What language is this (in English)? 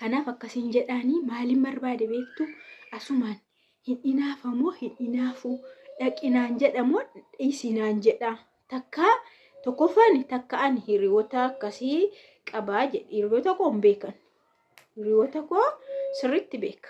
Oromo